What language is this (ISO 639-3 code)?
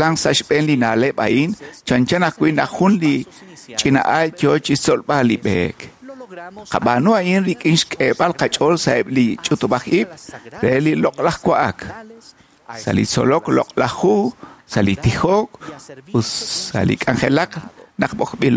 kek